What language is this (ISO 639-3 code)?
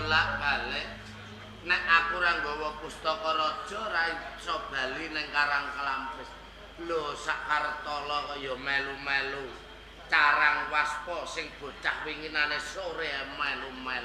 jav